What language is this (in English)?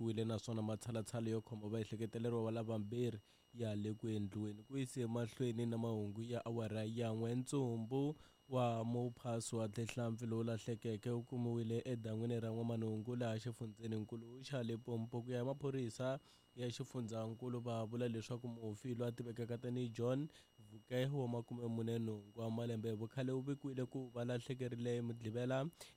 Tsonga